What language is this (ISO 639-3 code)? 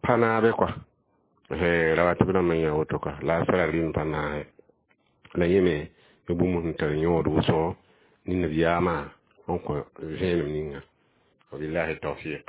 mos